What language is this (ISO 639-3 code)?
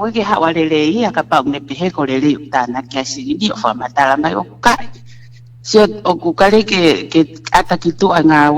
ton